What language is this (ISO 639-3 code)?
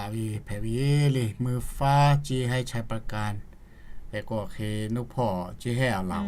lhu